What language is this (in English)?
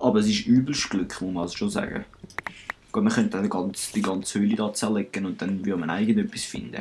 Swiss German